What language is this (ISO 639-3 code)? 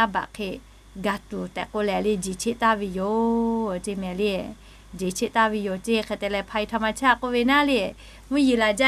lhu